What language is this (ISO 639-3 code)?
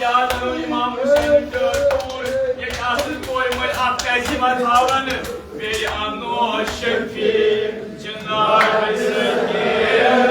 kas